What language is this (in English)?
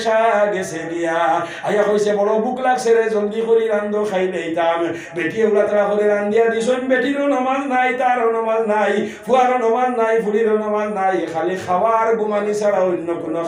Sylheti